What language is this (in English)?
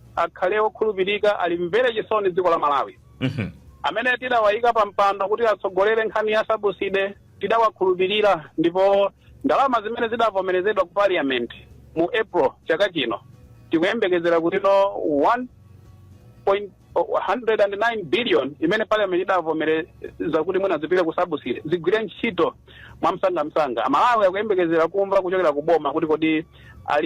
Nyanja